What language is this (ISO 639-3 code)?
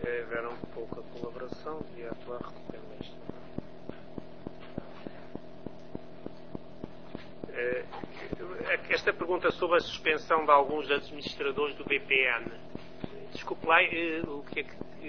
por